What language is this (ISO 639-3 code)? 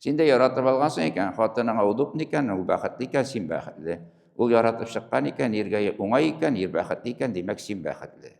tat